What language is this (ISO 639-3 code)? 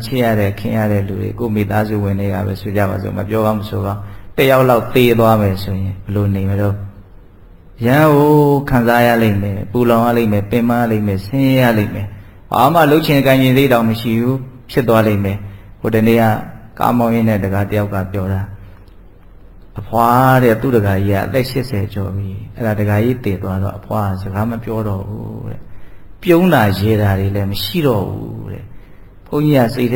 mya